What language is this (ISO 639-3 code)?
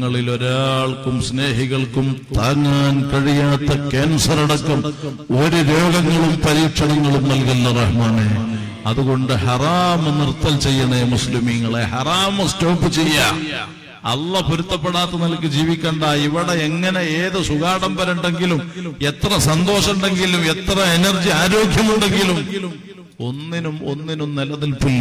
mal